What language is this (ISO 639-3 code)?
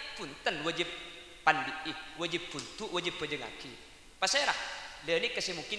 mad